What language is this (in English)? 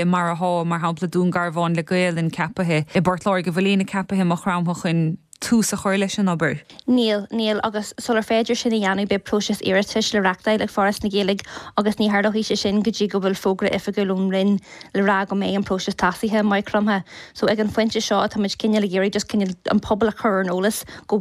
Irish